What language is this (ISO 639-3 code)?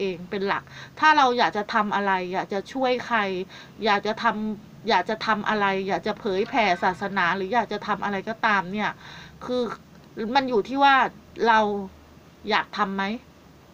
tha